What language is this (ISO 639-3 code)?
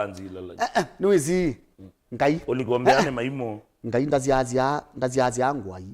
kam